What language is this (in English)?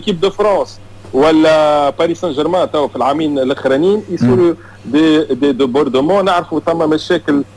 Tunisian Arabic